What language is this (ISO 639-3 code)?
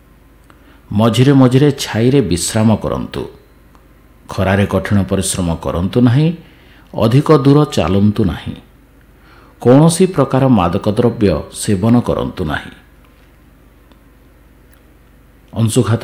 ori